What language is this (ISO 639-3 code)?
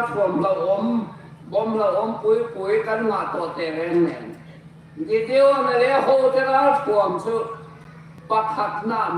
hmr